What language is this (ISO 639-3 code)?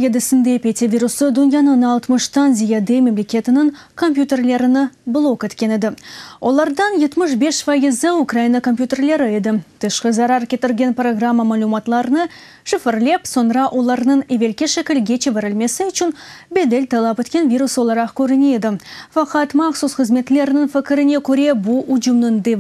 crh